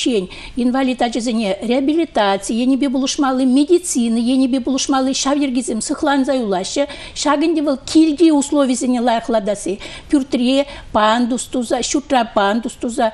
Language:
Chuvash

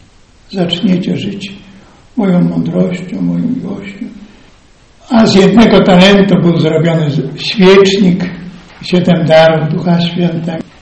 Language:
Polish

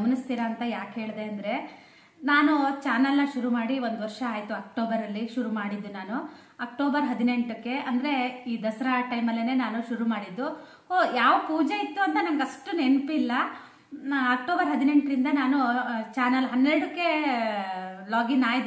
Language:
Kannada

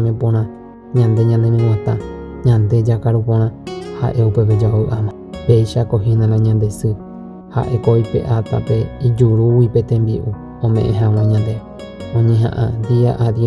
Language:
Guarani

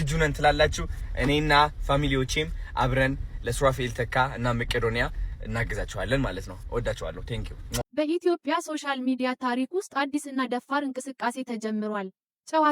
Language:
Amharic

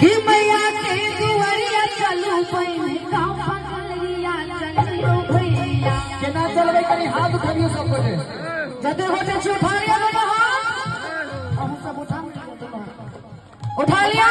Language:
Maithili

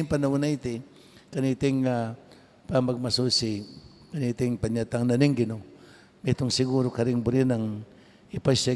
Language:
Pampanga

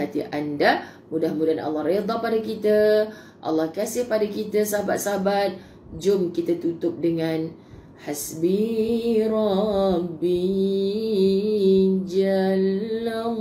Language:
Malay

